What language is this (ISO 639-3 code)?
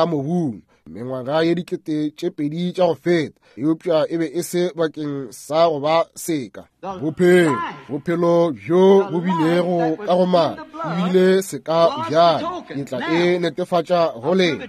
nso